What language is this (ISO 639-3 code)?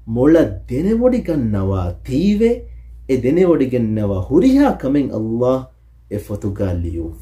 div